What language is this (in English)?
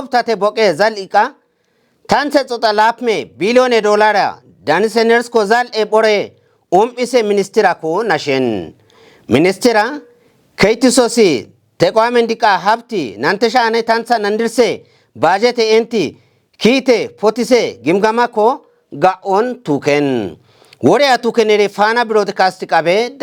Kafa